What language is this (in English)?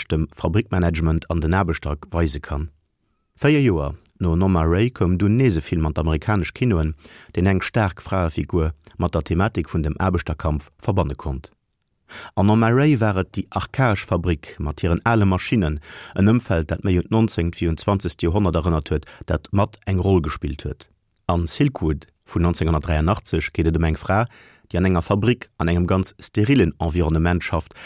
Luxembourgish